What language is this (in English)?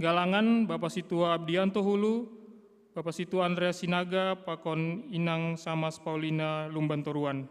Batak Simalungun